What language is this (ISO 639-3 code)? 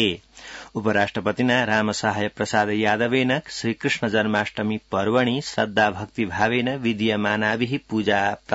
san